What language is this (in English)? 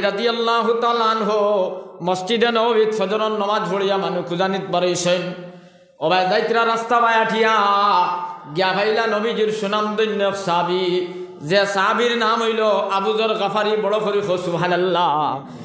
Sylheti